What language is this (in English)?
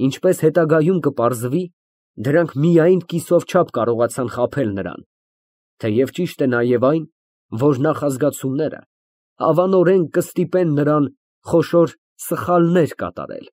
Armenian